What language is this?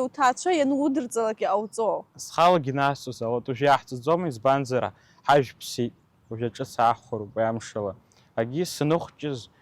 Abkhazian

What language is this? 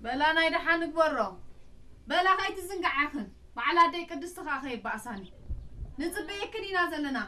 Tigrinya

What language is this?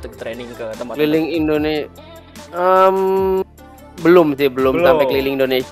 Indonesian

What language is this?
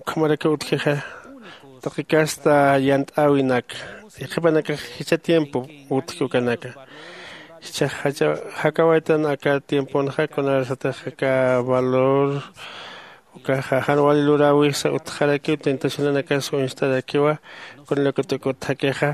Aymara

